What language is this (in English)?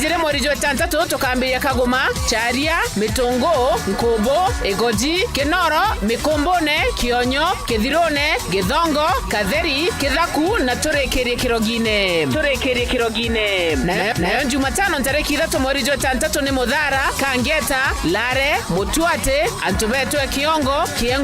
Meru